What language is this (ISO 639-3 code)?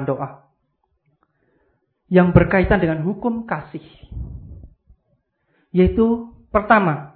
ind